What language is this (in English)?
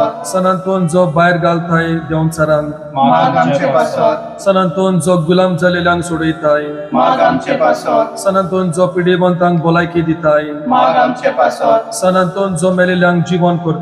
Konkani